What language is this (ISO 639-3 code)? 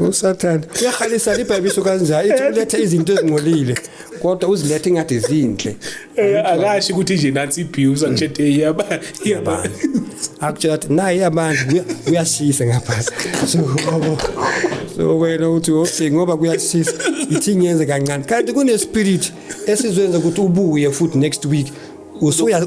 zul